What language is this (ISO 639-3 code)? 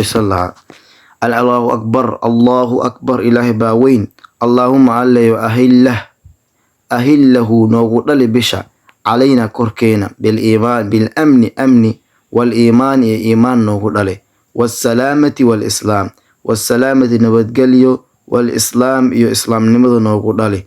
som